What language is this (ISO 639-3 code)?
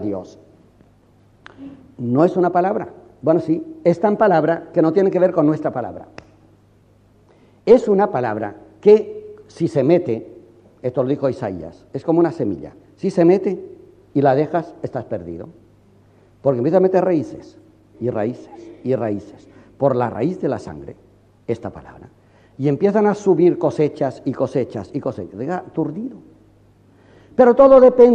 spa